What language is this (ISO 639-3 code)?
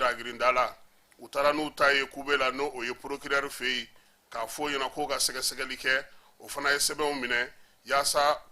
bam